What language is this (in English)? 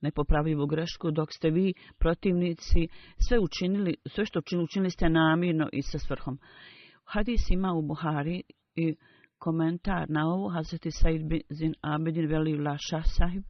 Bosnian